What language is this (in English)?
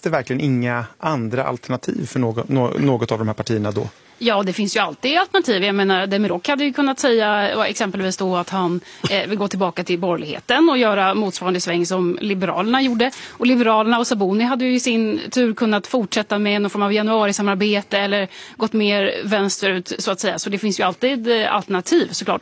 Swedish